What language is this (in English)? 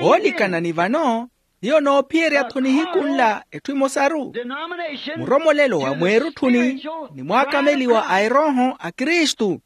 Makhuwa